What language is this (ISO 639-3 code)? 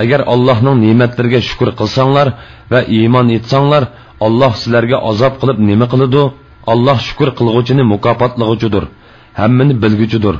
uig